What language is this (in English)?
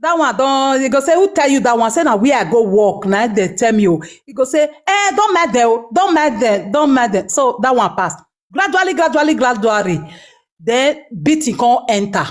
Nigerian Pidgin